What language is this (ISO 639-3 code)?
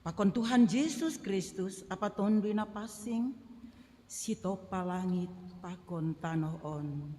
bts